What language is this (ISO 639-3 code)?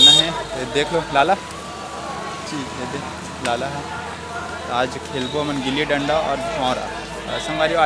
hne